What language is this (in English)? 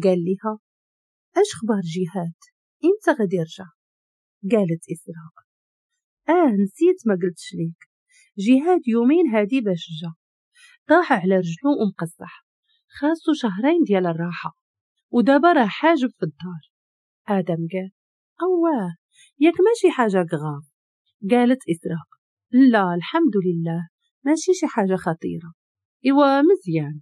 Moroccan Arabic